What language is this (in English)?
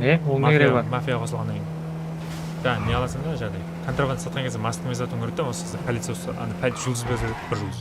Kara-Kalpak